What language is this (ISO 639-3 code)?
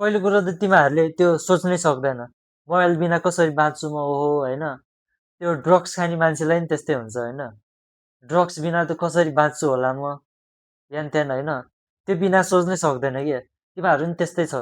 nep